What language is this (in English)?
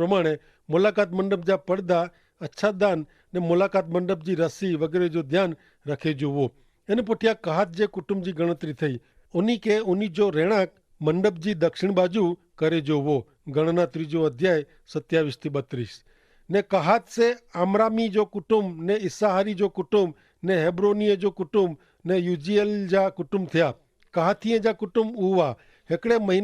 Kachhi